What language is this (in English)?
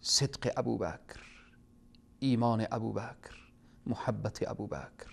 Persian